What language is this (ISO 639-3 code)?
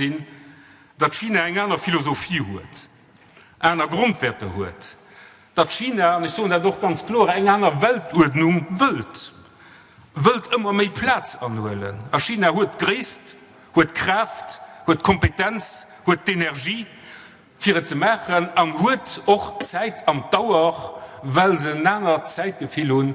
ltz